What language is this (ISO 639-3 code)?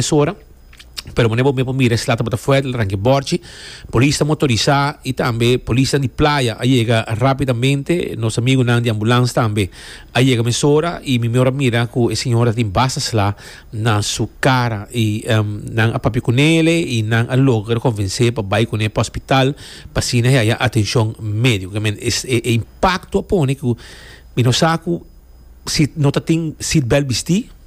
pap